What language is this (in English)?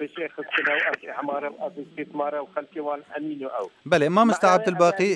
Kurdish